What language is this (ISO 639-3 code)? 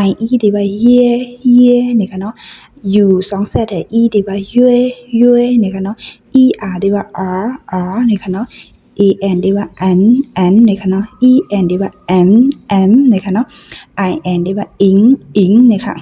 shn